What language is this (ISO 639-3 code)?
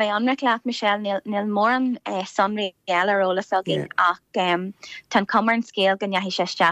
gle